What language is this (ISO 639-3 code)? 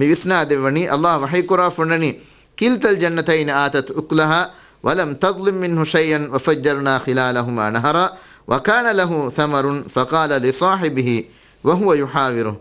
div